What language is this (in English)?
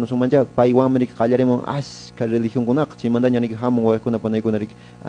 Quechua